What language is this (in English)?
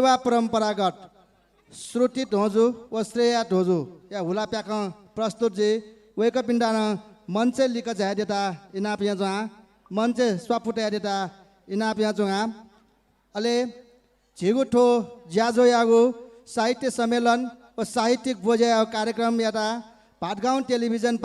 Newari